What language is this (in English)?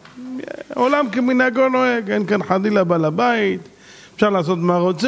Hebrew